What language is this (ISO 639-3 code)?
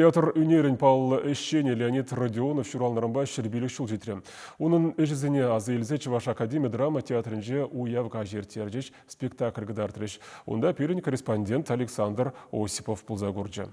chv